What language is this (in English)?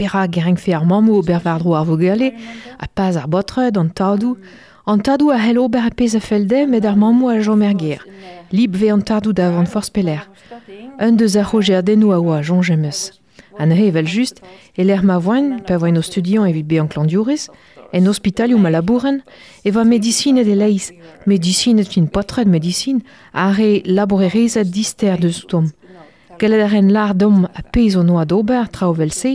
Breton